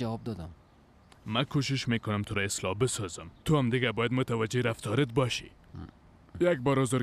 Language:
Persian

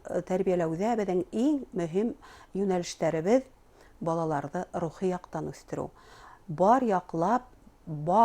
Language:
Bashkir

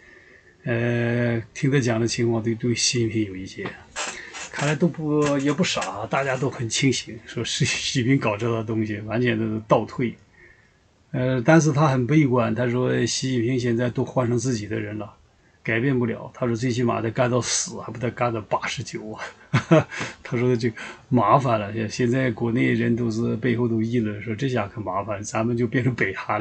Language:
Chinese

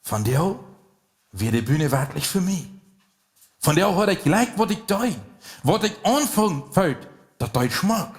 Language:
Plautdietsch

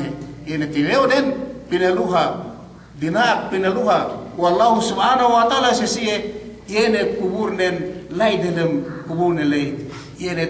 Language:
Yakan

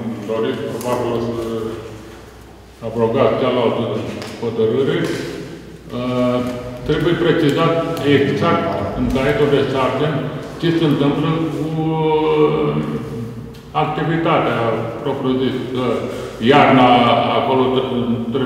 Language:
Romanian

